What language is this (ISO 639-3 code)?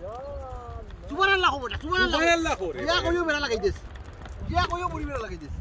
syl